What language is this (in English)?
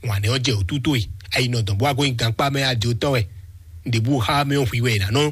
Fon